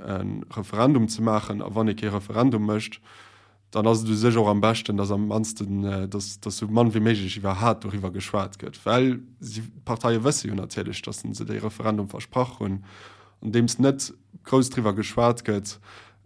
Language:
Luxembourgish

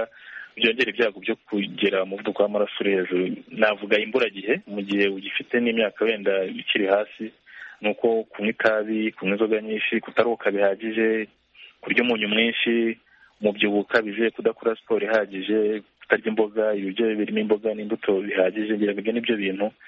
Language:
Kinyarwanda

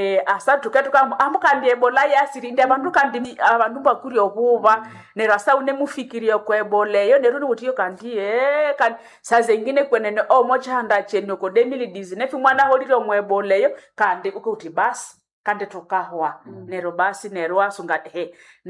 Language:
Nande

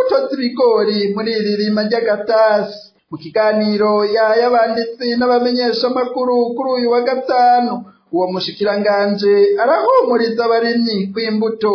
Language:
Rundi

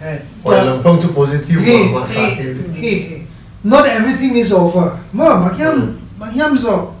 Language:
Paite Chin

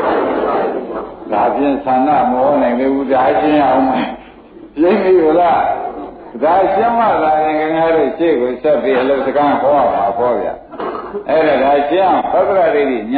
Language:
Burmese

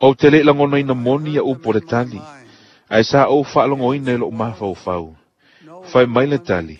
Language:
Samoan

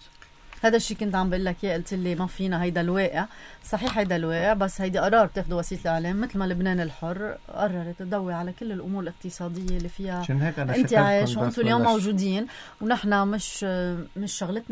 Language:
North Levantine Arabic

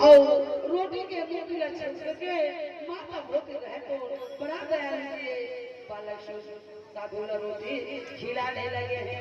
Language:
Chhattisgarhi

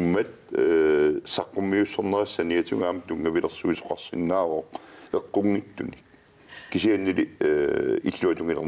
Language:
Kalaallisut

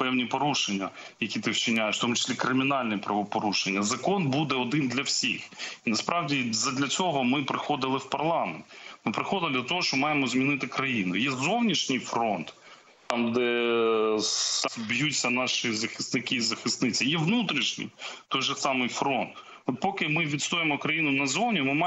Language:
Ukrainian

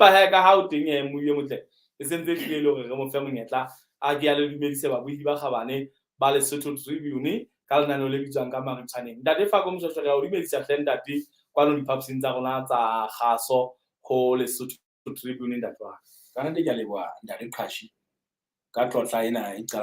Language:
Southern Sotho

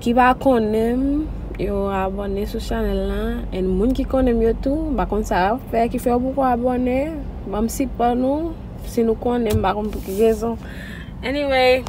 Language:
Haitian Creole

